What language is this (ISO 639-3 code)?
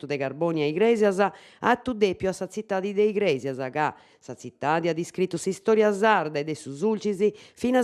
srd